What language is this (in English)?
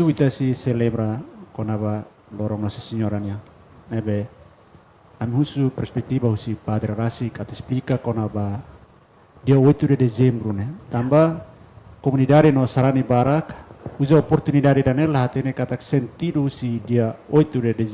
Tetum